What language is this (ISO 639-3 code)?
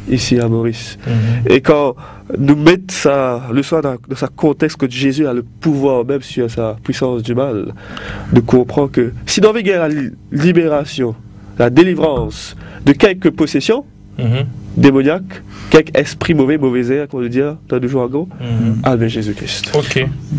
mfe